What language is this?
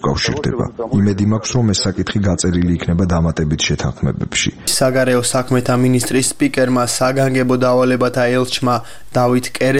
Georgian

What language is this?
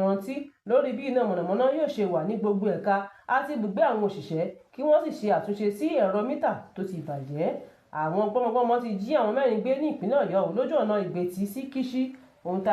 Yoruba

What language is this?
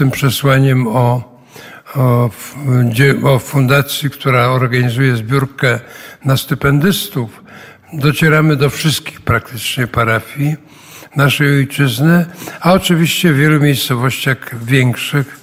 Polish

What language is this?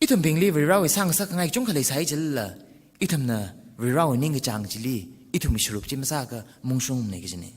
Tangkhul Naga (India)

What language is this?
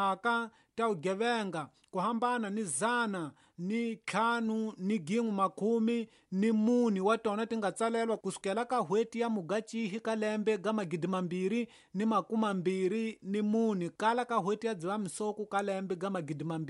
Tsonga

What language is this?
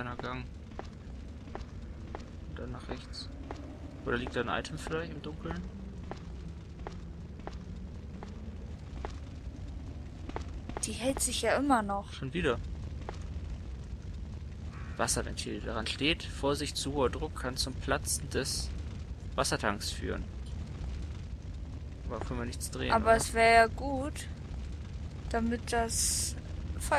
German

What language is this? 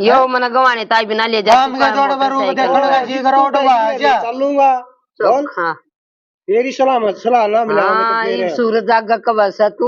Haryanvi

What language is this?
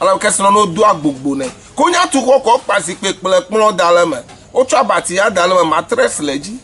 Ewe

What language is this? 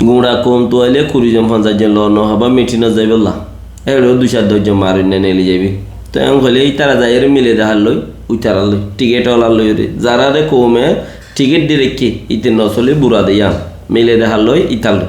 Rohingya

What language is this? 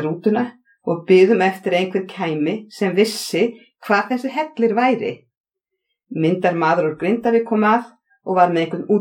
Icelandic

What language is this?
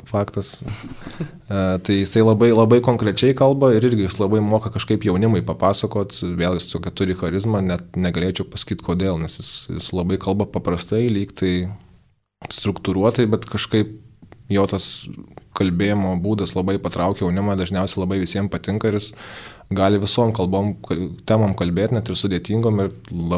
Lithuanian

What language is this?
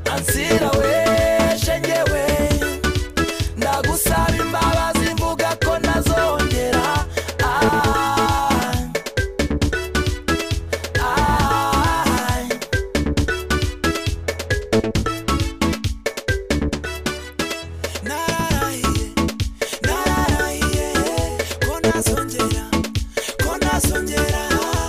Kinyarwanda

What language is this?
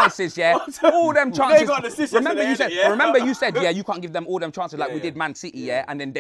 English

